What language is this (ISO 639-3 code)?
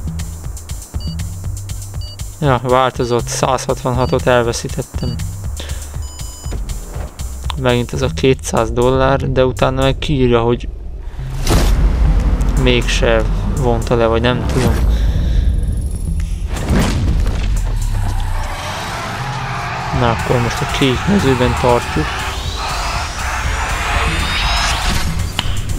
hun